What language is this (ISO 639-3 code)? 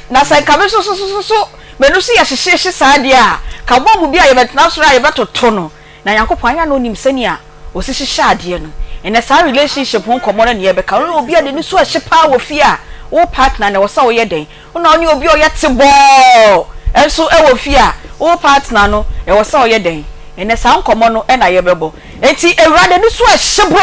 aka